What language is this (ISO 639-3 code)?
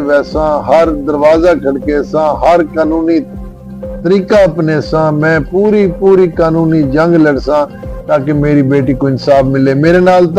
skr